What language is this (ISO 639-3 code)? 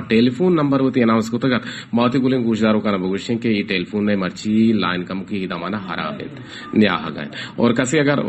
bal